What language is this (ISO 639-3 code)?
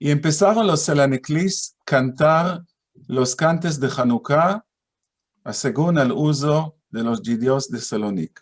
lad